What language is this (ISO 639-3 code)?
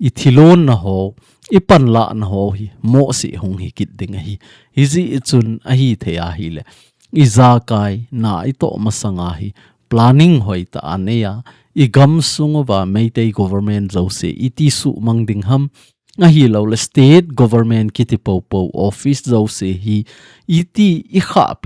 tcz